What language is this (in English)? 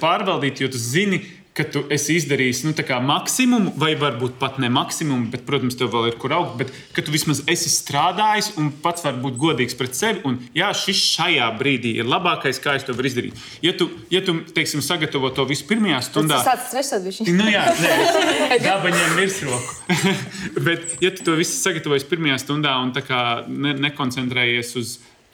Latvian